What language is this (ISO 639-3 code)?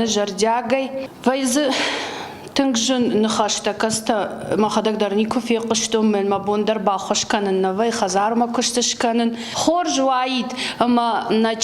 oss